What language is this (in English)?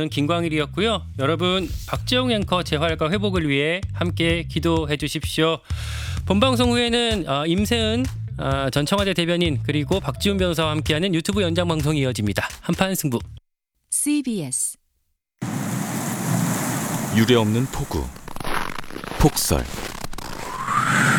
Korean